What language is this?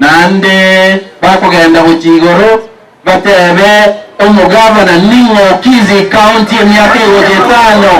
Gusii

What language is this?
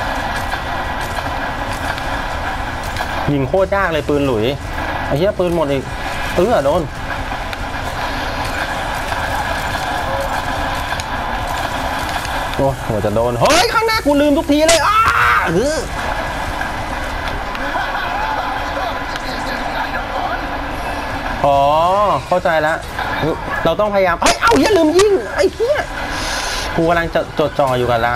Thai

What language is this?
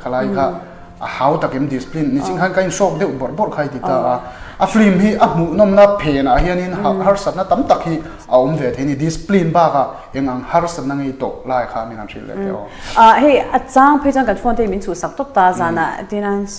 Mizo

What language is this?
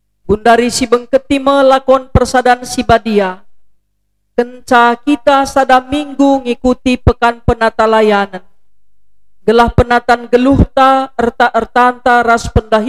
Batak Karo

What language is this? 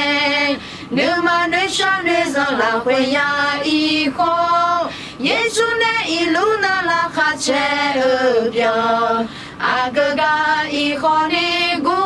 Akha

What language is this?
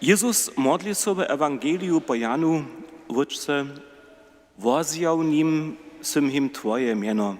Upper Sorbian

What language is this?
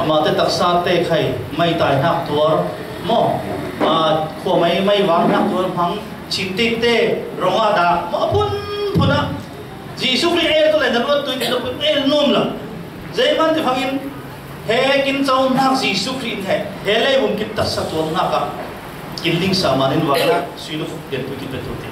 Falam Chin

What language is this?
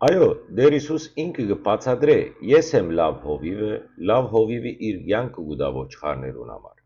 Western Armenian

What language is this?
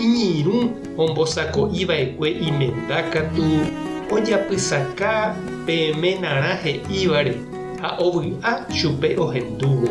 Guarani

